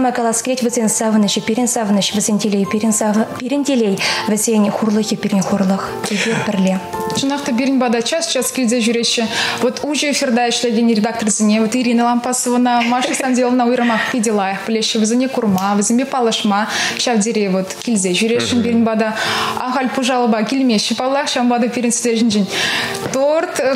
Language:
Chuvash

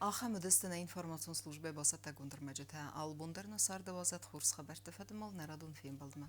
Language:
Ossetic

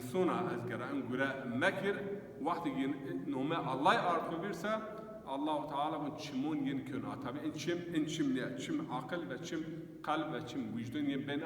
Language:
Zaza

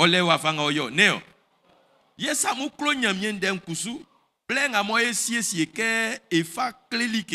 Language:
Baoulé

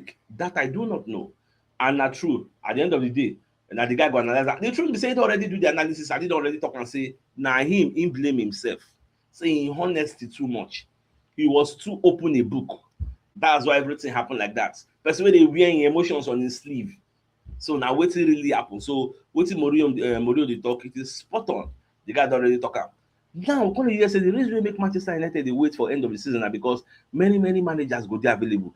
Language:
Nigerian Pidgin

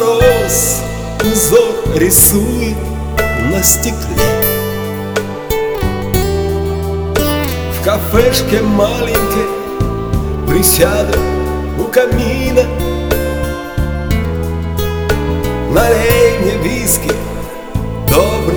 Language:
Russian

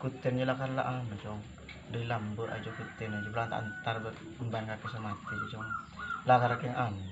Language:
Madurese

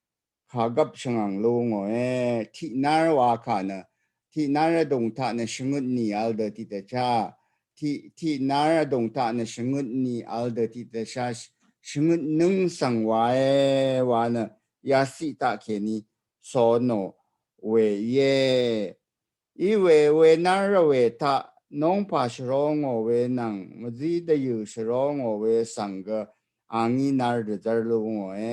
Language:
Rawang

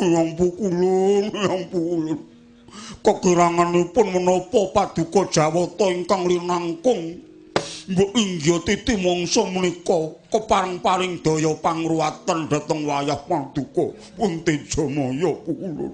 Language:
Javanese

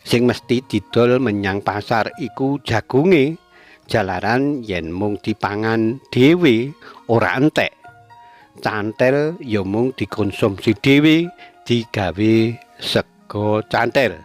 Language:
Javanese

